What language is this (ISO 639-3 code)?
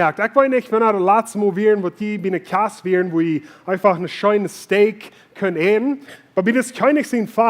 pdt